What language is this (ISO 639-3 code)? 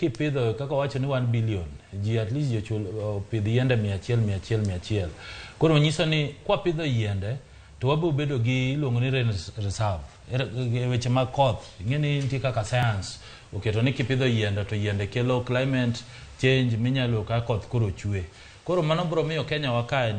luo